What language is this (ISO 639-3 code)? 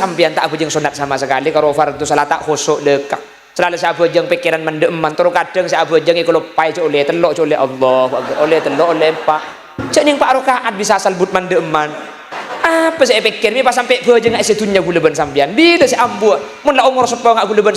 mad